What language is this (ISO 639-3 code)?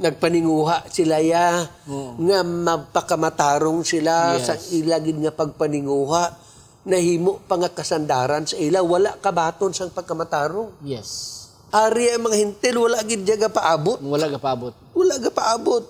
hil